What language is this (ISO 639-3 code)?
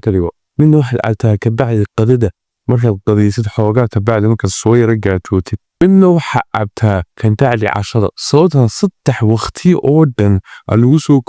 som